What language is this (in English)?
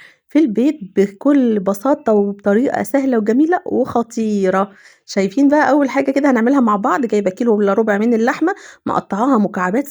Egyptian Arabic